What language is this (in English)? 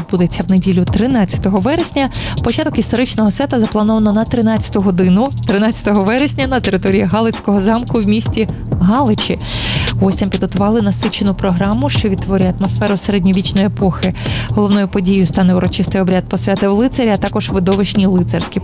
Ukrainian